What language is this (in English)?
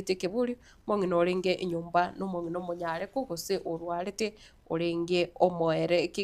Gusii